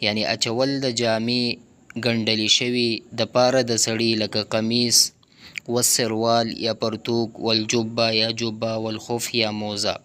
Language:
Pashto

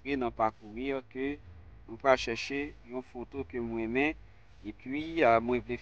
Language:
Haitian Creole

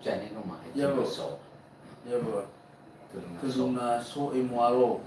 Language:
Nias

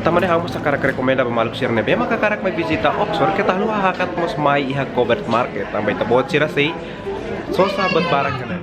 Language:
Tetum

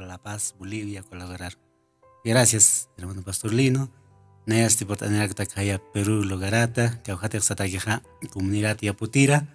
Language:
Aymara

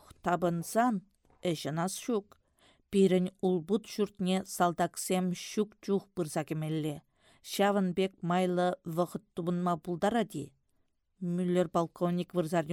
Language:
Chuvash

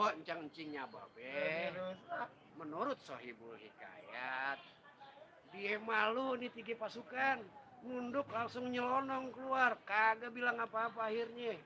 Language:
Betawi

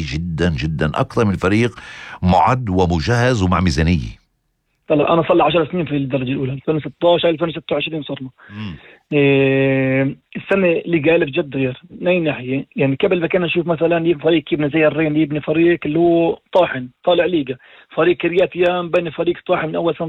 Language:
North Levantine Arabic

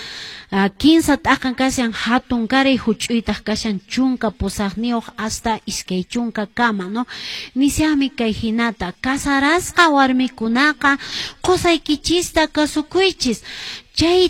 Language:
Quechua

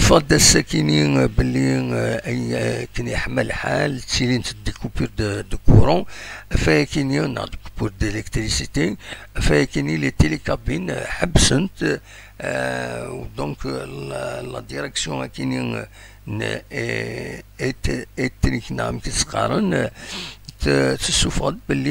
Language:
Kabyle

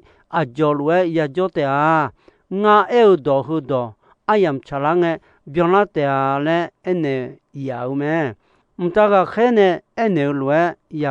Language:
Akha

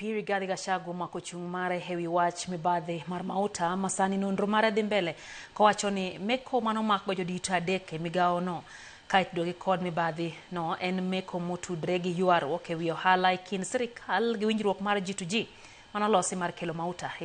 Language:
Luo (Kenya and Tanzania)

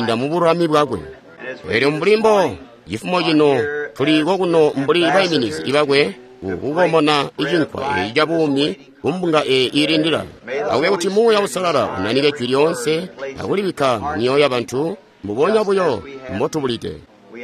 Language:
Tonga (Zambia)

